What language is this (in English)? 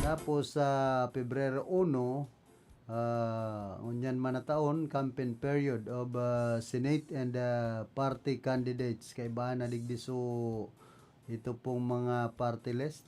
Bikol